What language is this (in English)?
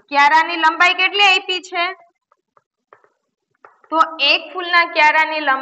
Gujarati